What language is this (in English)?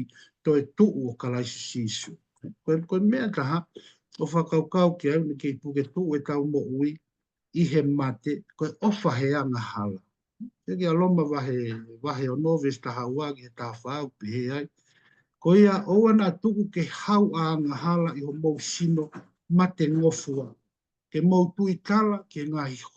Tongan